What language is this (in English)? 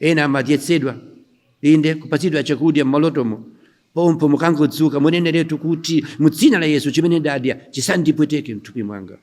Nyanja